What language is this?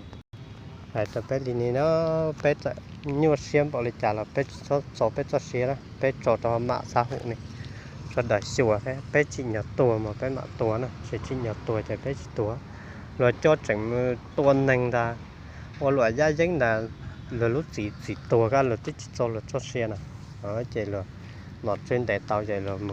Hmong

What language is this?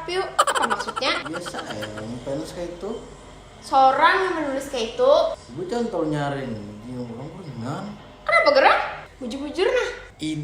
Banjar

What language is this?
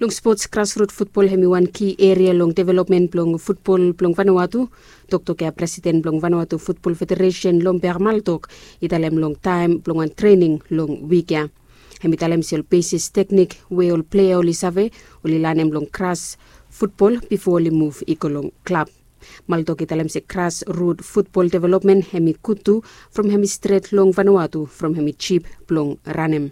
Bislama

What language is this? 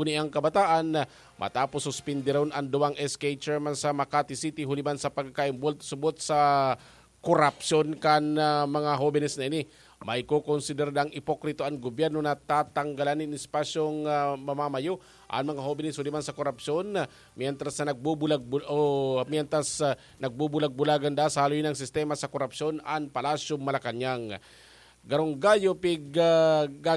Bikol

